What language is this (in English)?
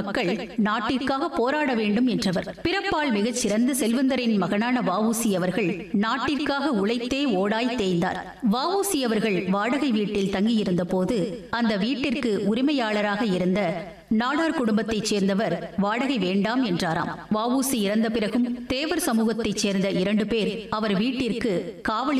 Tamil